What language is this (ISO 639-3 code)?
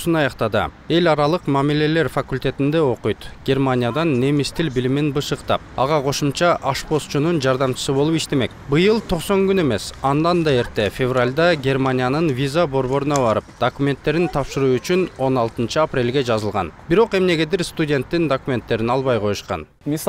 kir